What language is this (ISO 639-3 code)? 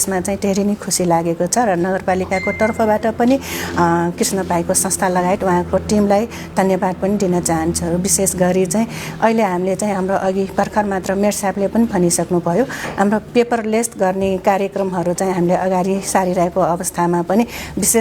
nep